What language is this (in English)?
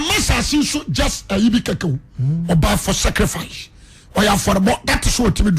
Akan